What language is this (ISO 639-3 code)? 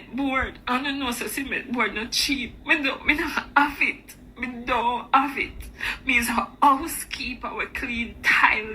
jam